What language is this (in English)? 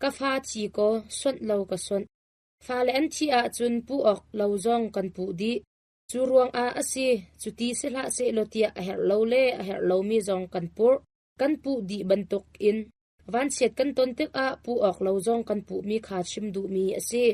Hakha Chin